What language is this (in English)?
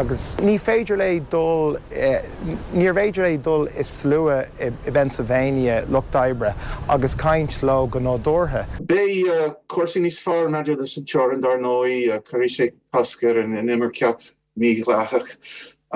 Irish